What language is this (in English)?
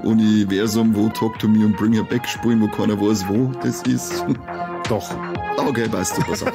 Bavarian